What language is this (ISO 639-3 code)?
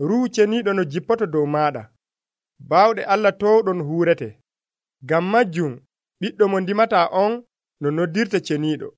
fuv